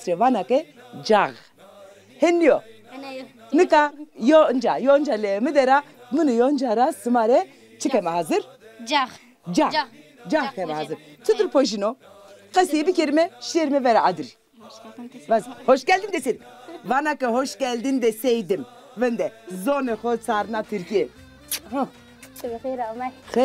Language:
Zaza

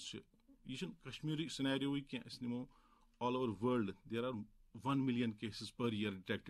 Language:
Kashmiri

